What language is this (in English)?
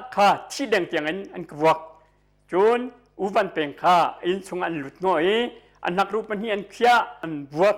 Hakha Chin